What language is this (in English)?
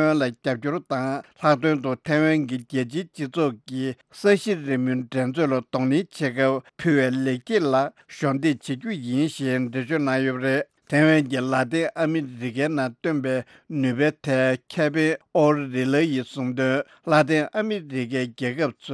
Tibetan